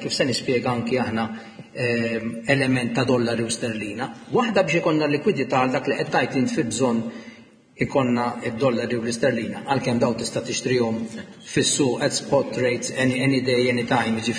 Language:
Maltese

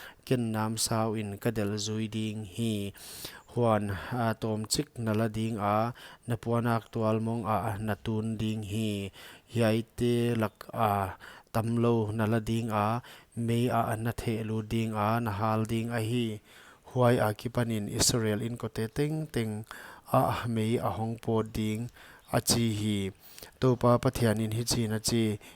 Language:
Paite Chin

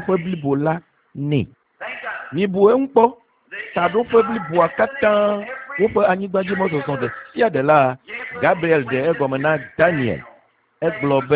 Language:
Ewe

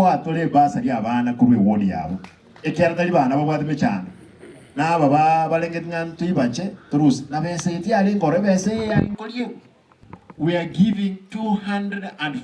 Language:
Gusii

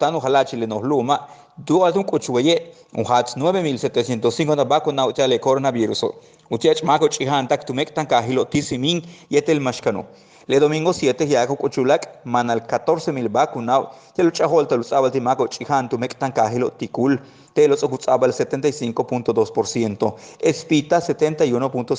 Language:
Yucateco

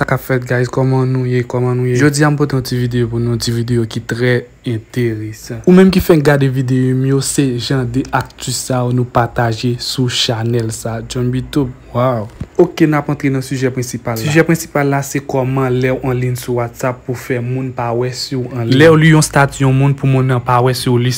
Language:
Haitian Creole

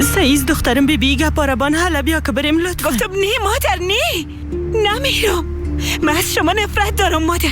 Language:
Persian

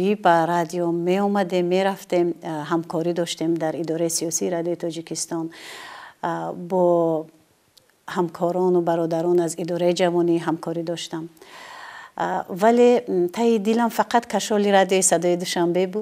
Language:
Tajik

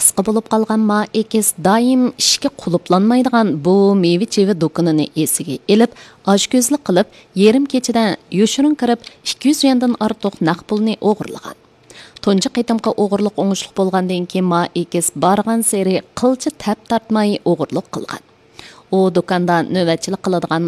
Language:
Uyghur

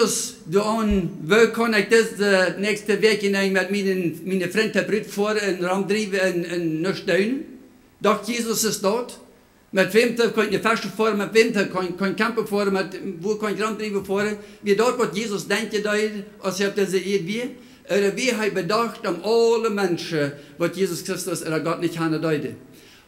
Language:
Plautdietsch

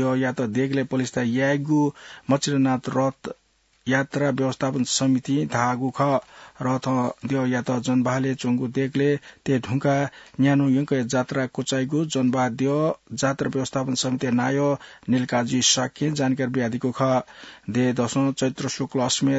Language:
Newari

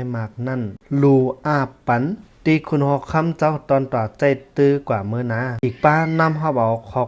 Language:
Shan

